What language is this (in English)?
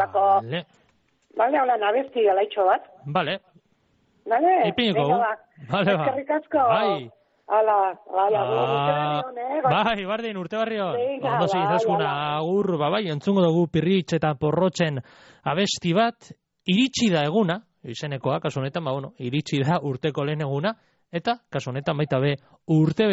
Basque